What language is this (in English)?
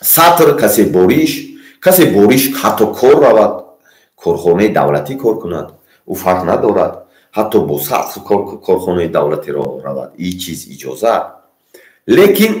Tajik